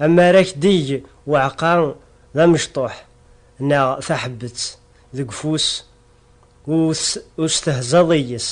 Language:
Kabyle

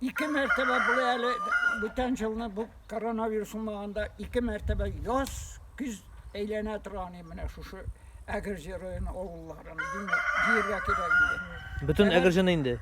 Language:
Tatar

